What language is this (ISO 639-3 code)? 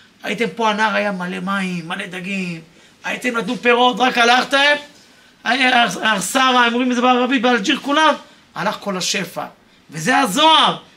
heb